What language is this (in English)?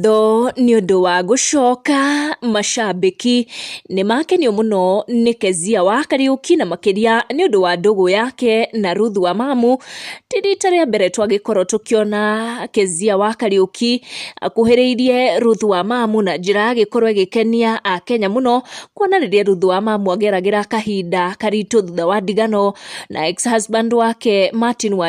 Kikuyu